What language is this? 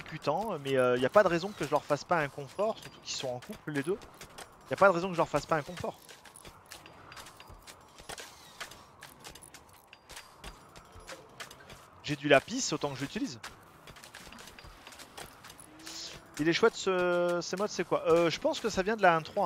French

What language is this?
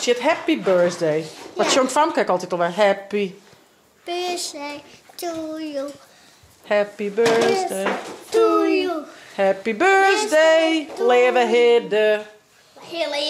Western Frisian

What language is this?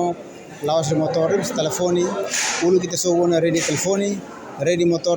Tetum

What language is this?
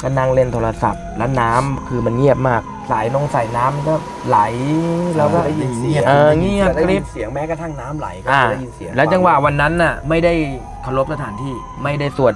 Thai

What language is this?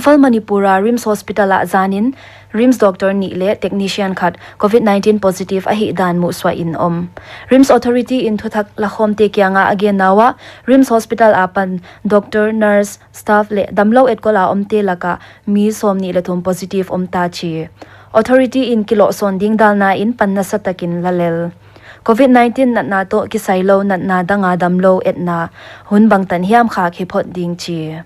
Paite Chin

